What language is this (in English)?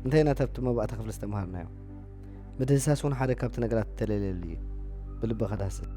Tigrinya